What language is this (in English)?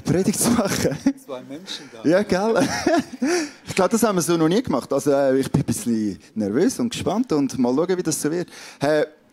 Swiss German